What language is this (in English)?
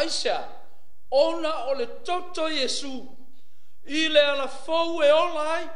Samoan